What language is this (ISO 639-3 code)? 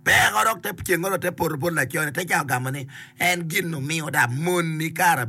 ach